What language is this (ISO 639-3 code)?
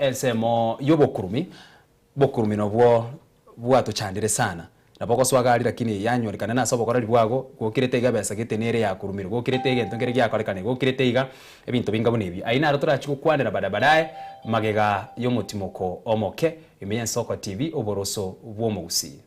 guz